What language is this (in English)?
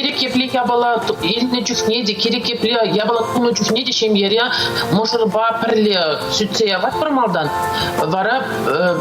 Chuvash